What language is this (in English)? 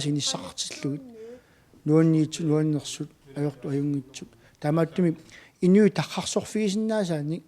Kalaallisut